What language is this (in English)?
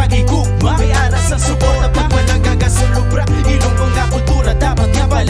Hiligaynon